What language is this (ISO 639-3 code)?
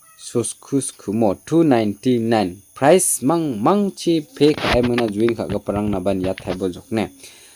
grt